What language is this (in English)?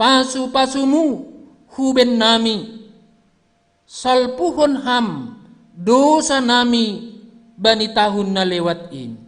Batak Simalungun